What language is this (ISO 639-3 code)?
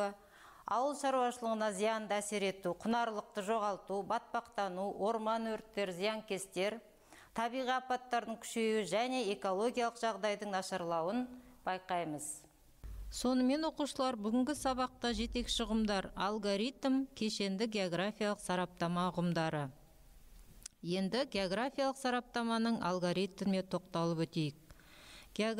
kaz